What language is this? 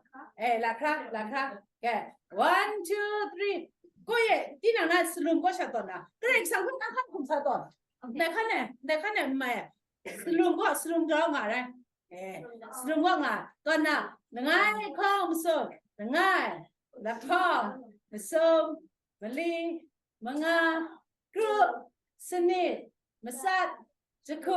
Kachin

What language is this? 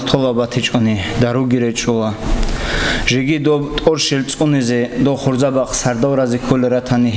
Avaric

